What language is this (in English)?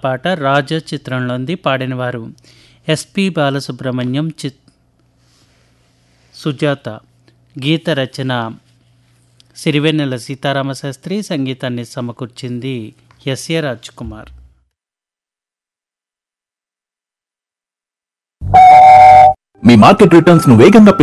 Telugu